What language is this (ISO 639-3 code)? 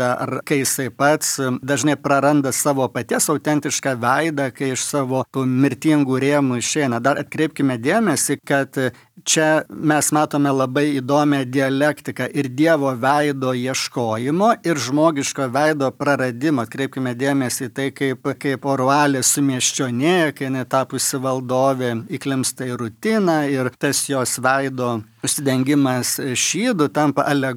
lit